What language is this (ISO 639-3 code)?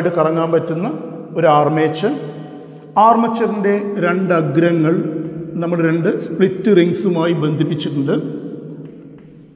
mal